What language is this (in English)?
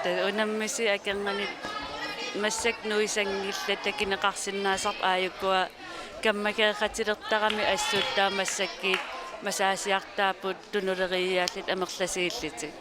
Kalaallisut